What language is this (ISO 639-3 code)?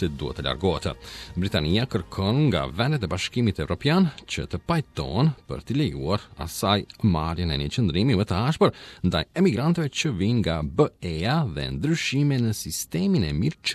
sqi